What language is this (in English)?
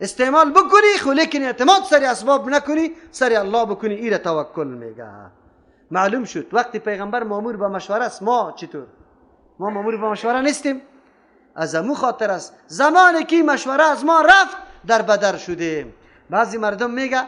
Persian